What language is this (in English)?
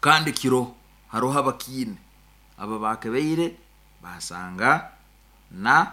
Nyoro